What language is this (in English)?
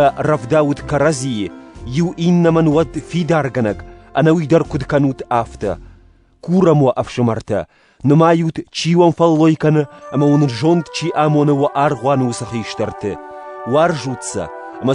Ossetic